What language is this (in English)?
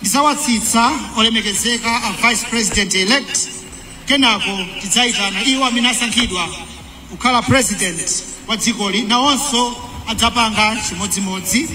Nyanja